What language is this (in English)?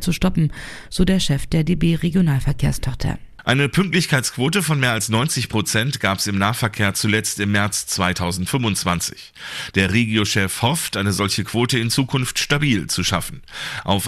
German